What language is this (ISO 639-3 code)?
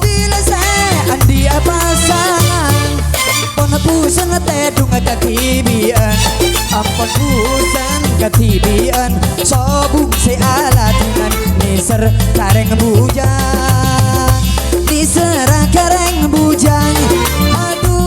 mad